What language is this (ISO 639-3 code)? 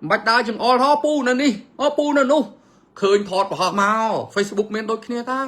khm